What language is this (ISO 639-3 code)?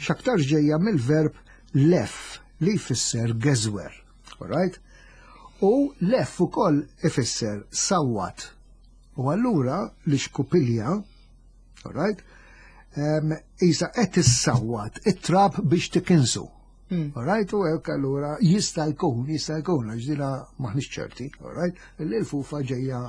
mlt